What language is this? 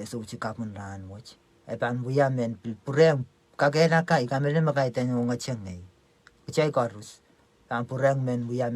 Pohnpeian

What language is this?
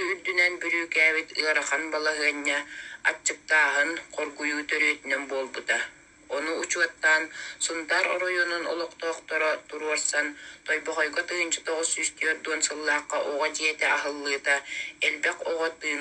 Yakut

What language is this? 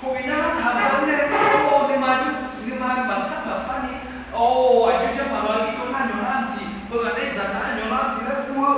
Akha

